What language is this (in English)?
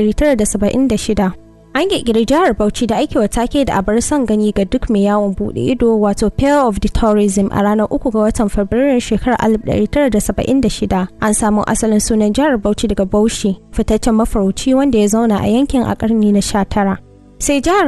Hausa